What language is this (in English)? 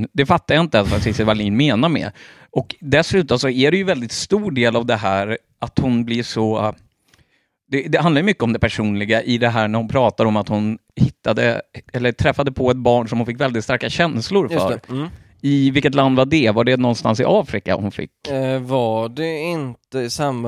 Swedish